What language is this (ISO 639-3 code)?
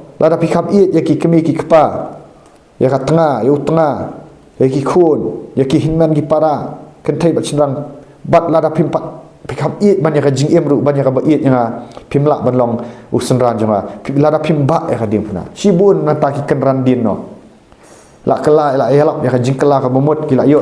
kha